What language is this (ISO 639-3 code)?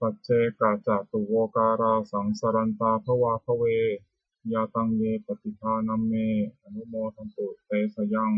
pli